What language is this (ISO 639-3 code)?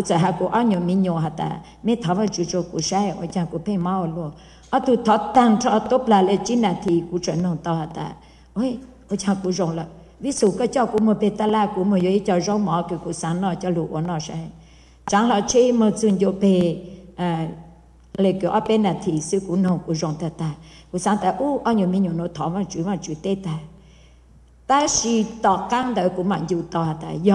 vie